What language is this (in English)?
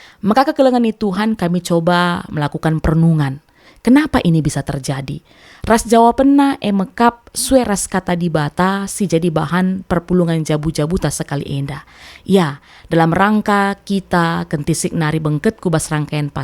Batak Karo